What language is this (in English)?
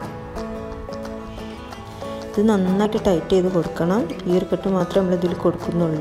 Malayalam